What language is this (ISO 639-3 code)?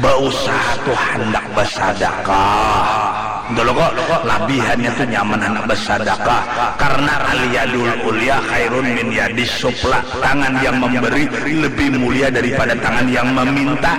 bjn